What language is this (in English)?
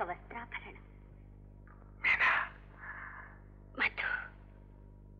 Kannada